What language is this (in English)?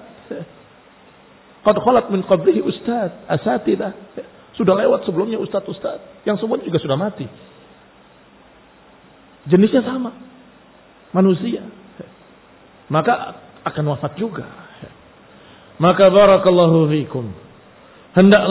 Indonesian